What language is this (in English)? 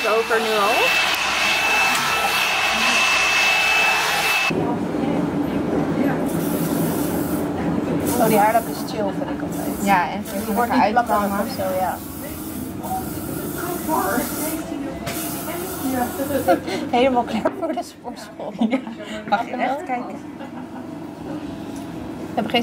Dutch